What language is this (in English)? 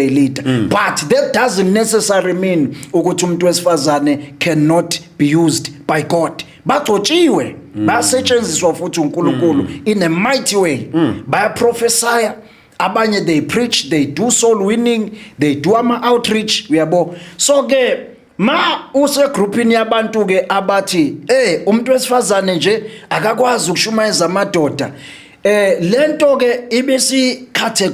Zulu